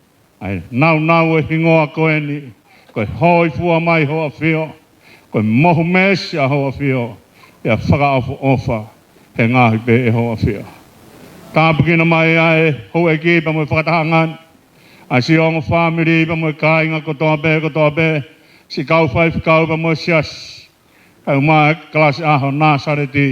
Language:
Tongan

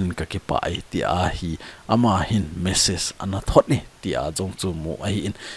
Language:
Thado Chin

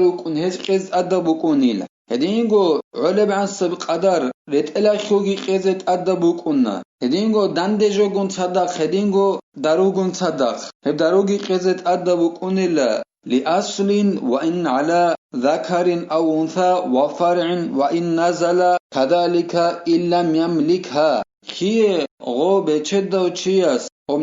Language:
Avaric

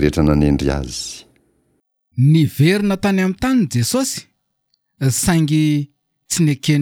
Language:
Malagasy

